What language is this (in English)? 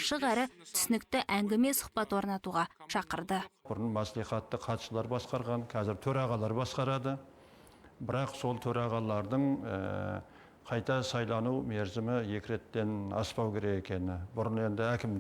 Kazakh